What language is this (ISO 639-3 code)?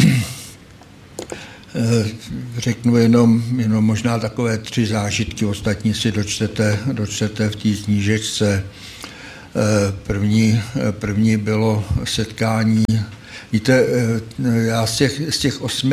ces